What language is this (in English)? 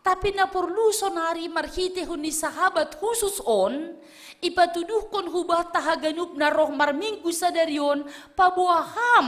Batak Simalungun